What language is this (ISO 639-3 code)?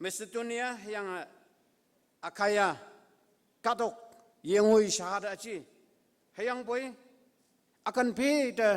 nbe